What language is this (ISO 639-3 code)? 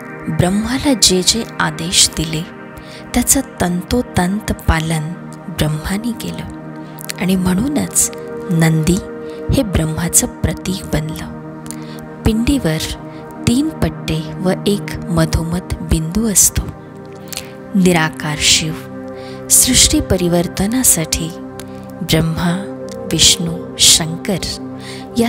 mar